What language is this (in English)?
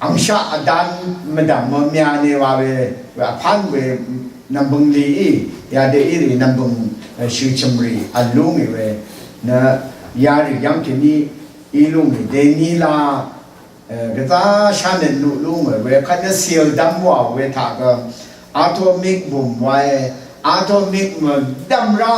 Rawang